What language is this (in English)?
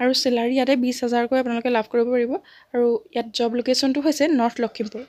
Assamese